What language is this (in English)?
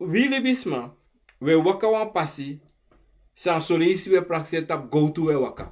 Sranan Tongo